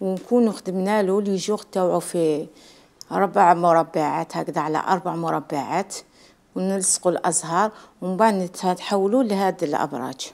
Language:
Algerian Arabic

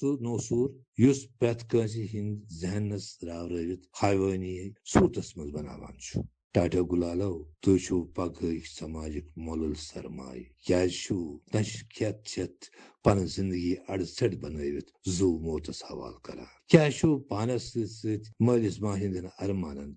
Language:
Kashmiri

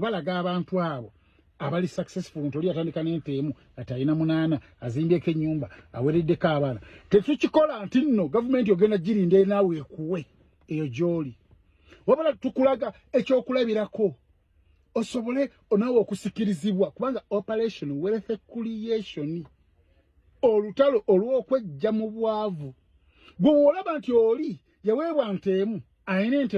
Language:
Ganda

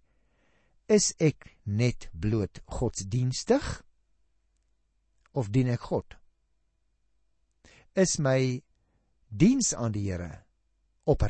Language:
Afrikaans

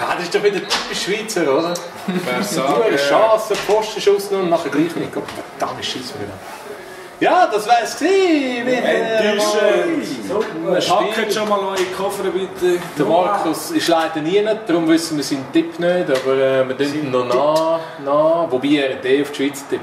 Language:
Swiss German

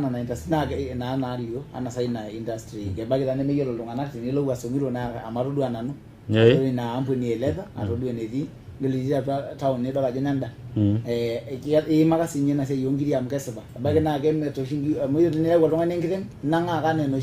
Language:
Masai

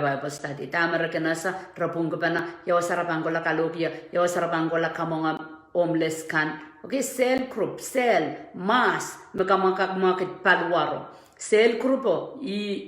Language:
Pohnpeian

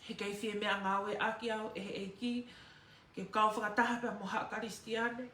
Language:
Tongan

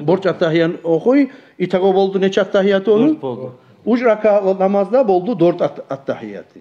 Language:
Kumyk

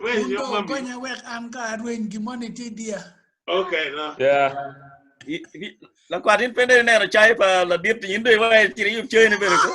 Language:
Acoli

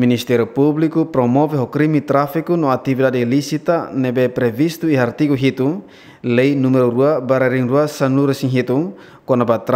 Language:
Tetum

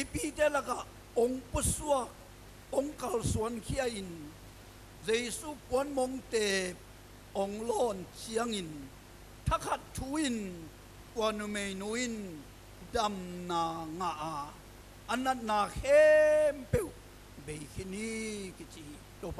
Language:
Tedim Chin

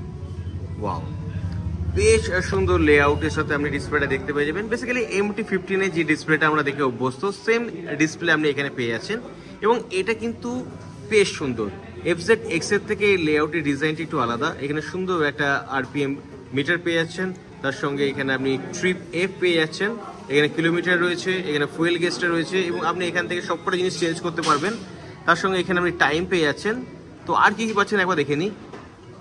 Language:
Bangla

